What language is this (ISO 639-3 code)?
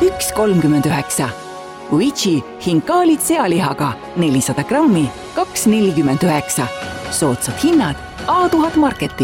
est